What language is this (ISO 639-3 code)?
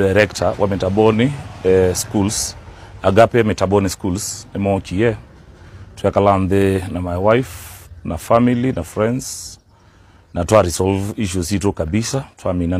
kam